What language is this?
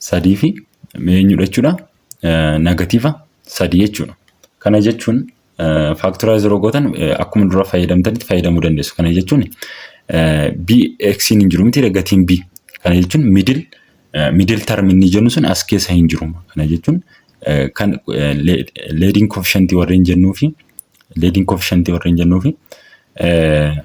Oromo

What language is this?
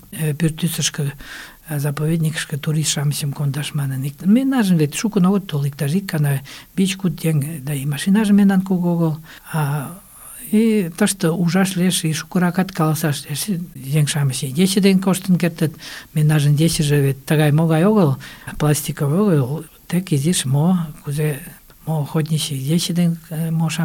Mari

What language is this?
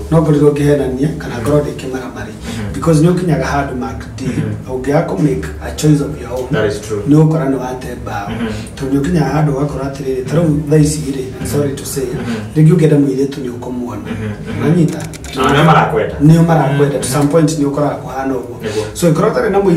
Kikuyu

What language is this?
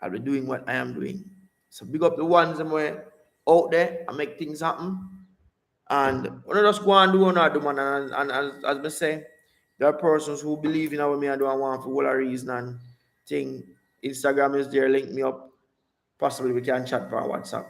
Jamaican Creole English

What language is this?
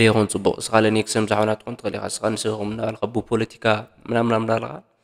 Tigrinya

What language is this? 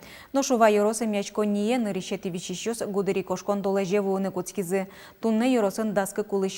Udmurt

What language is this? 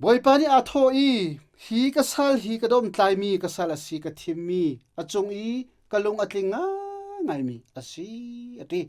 Hakha Chin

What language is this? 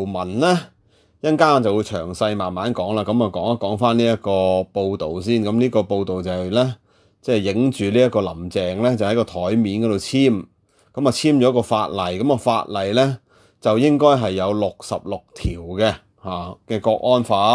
Cantonese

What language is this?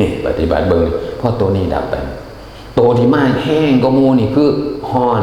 Northeastern Thai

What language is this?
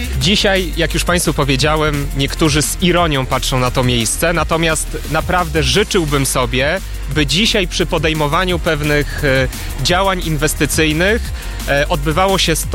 Polish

